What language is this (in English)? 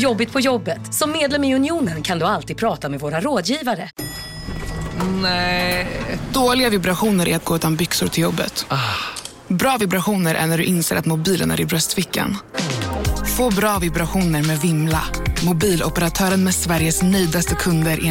Swedish